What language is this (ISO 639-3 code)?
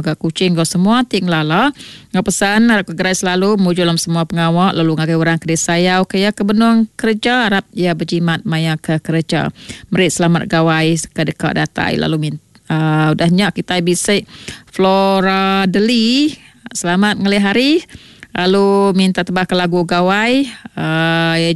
iba